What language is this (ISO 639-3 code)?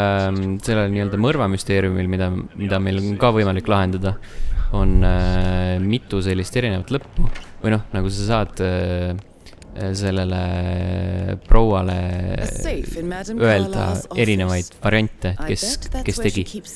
est